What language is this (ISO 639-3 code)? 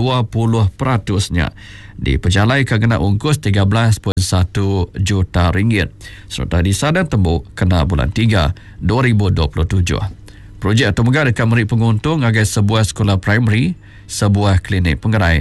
iba